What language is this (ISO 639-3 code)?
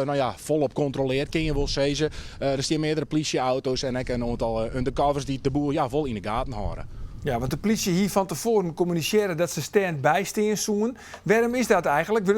fry